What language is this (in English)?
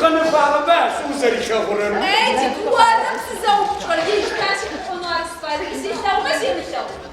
Adyghe